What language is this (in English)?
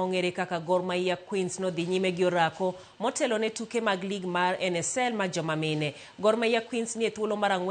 Luo (Kenya and Tanzania)